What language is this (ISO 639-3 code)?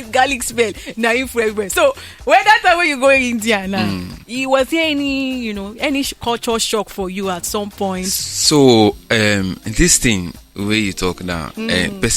pcm